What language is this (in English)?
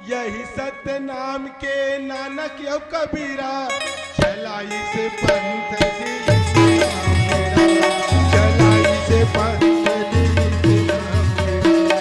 Chhattisgarhi